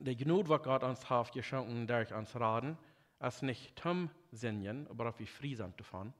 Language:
Plautdietsch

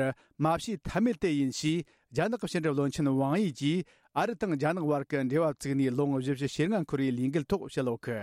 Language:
Tibetan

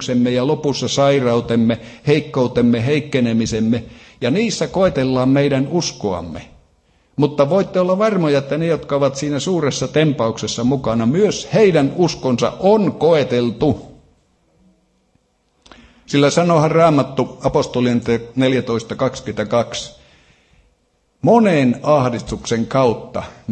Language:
Finnish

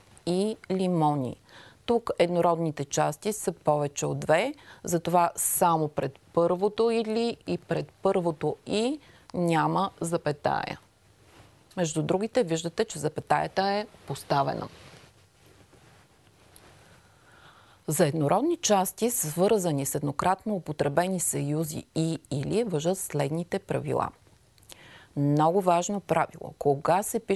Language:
Bulgarian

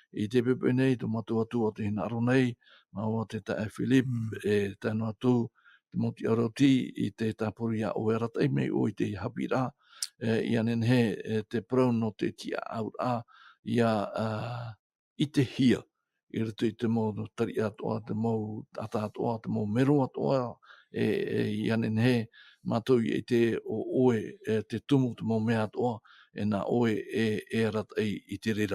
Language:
Tahitian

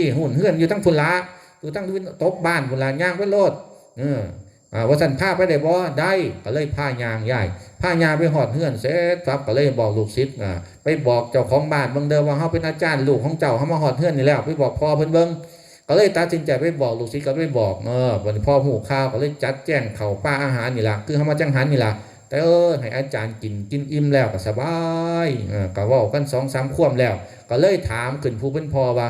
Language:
Northeastern Thai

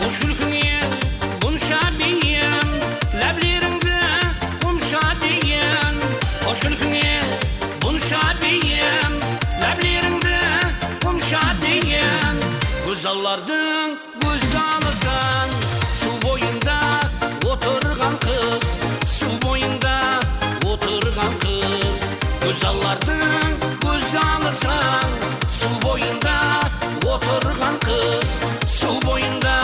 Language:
Kara-Kalpak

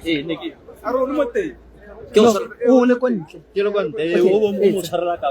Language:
Tswana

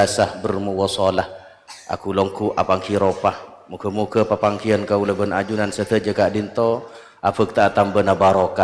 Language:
Madurese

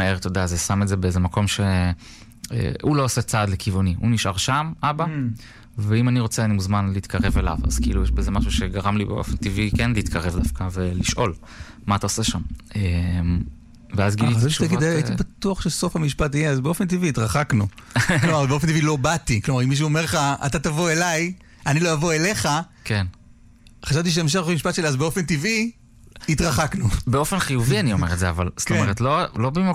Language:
Hebrew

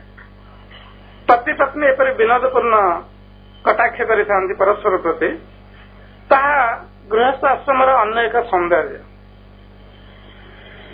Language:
Odia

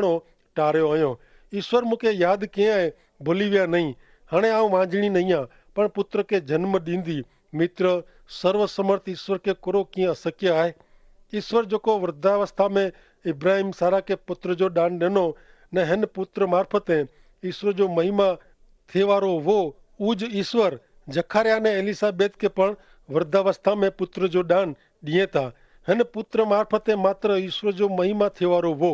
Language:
Kachhi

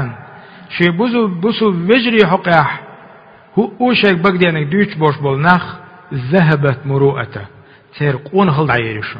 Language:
Chechen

